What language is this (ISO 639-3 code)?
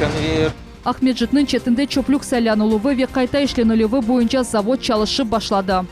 crh